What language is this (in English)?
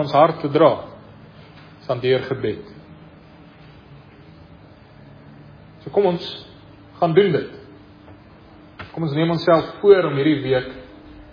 Afrikaans